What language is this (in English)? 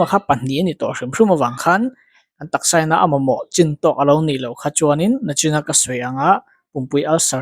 Mizo